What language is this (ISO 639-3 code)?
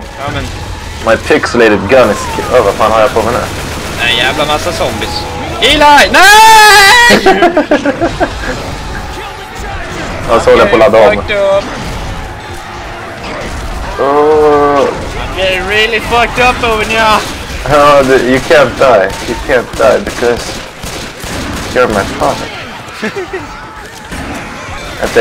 swe